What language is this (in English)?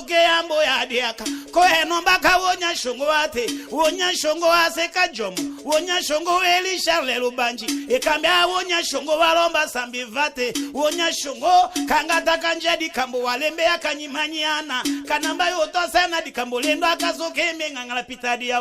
Tetela